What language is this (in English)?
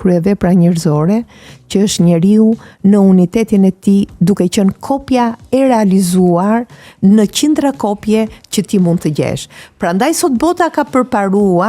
Albanian